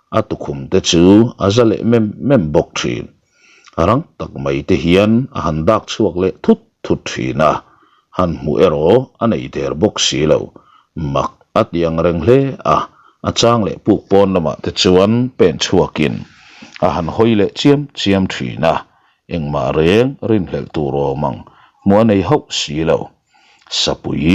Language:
Mizo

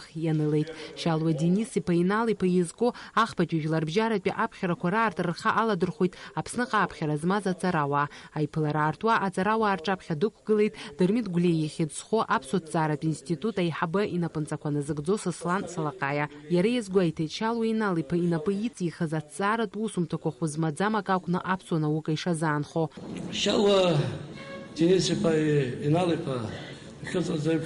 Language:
Abkhazian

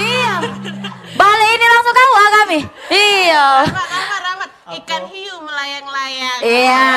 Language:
Musi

